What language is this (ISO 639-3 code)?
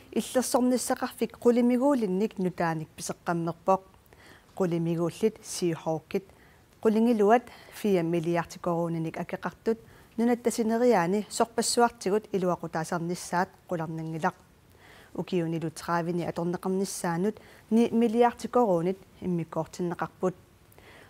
kal